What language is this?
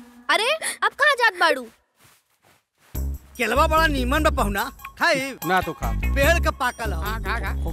Bhojpuri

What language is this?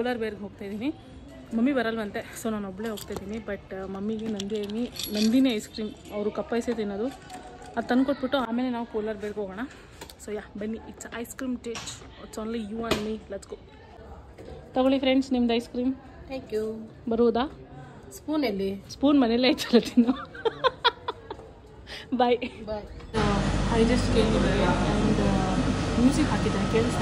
Kannada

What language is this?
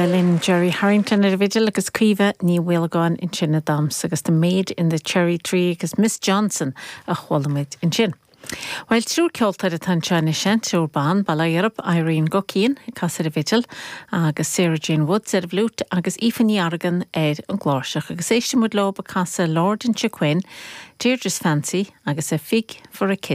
Irish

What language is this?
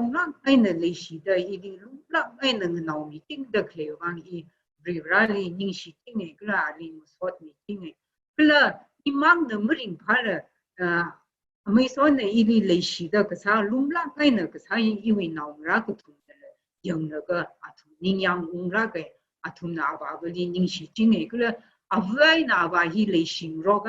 Tangkhul Naga (India)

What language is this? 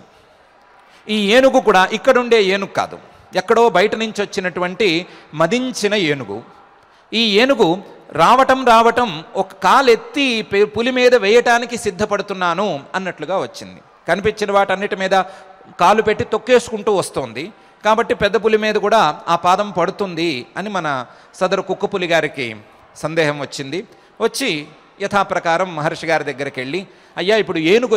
Telugu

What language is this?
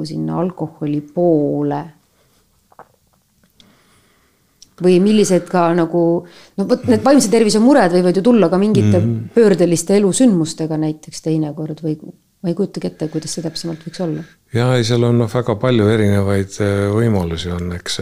Estonian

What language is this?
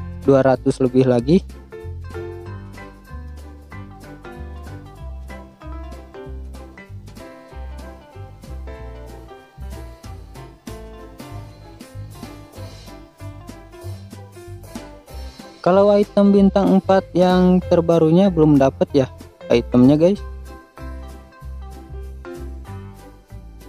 Indonesian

